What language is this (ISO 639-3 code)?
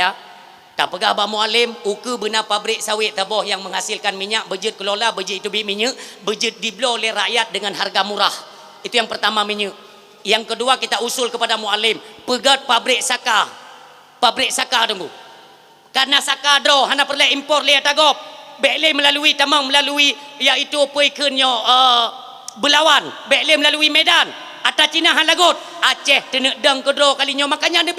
ace